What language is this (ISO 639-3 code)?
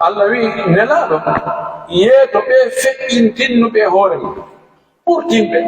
fuf